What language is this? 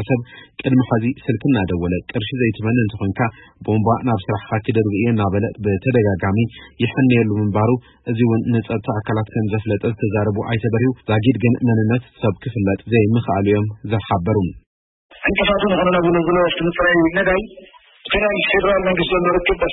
Tigrinya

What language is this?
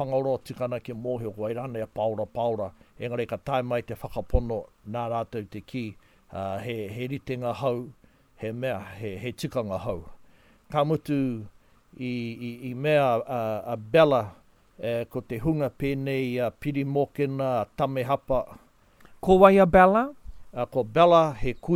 Māori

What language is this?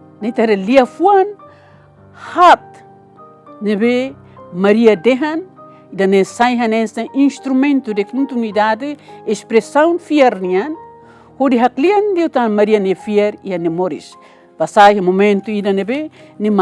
Tetum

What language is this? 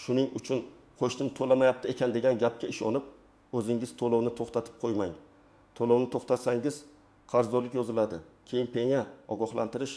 Uzbek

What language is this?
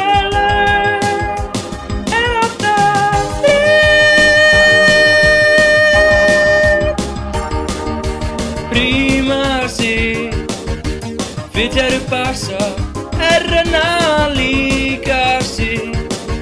Icelandic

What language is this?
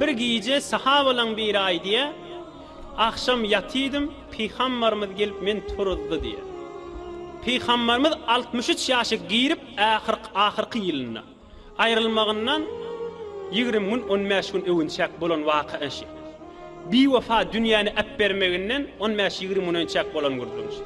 Turkmen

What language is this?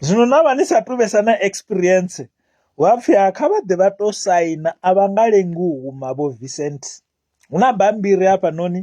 Venda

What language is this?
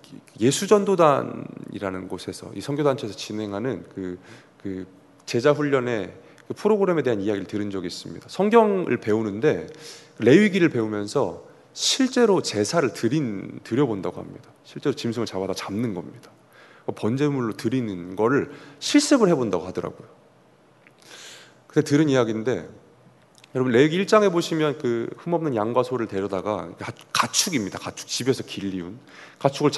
Korean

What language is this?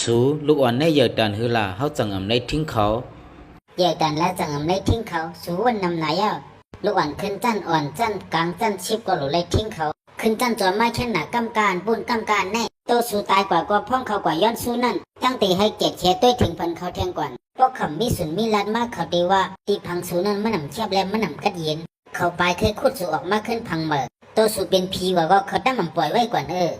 Shan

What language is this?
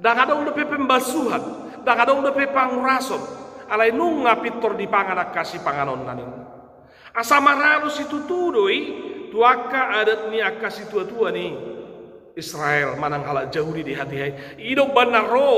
Batak Toba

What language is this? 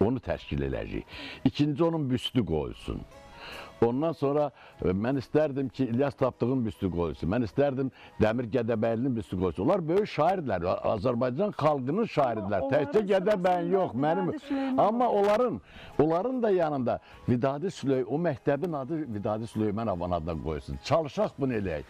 Azerbaijani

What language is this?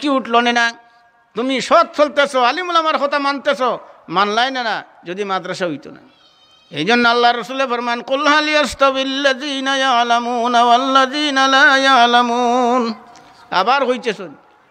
Sylheti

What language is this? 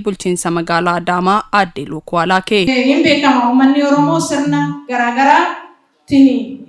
Oromo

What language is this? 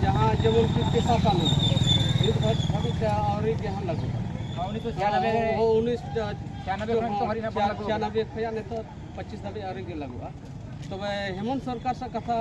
Santali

